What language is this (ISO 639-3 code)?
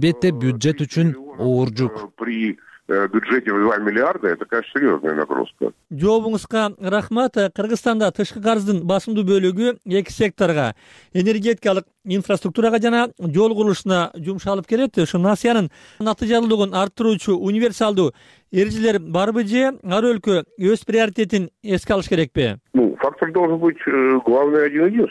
kir